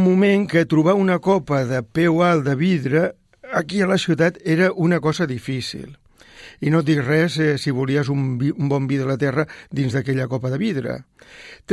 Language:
Catalan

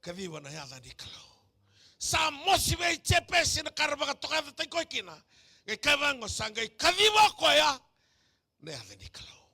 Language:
Fijian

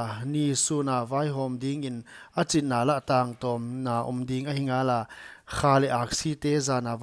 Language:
Paite Chin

